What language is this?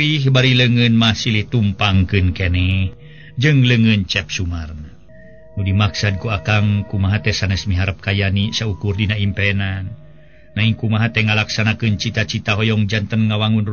Sundanese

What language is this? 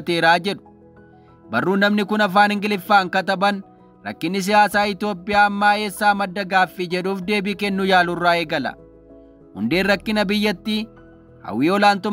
Oromo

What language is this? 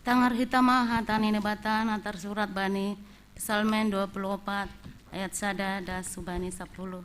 Batak Simalungun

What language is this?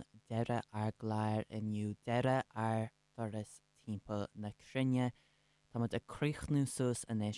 Irish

